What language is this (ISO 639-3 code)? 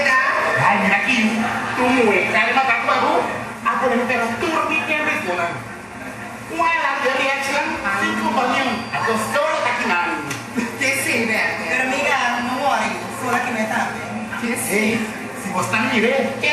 pap